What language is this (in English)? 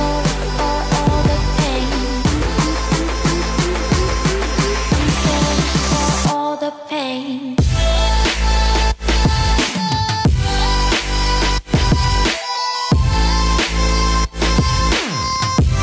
English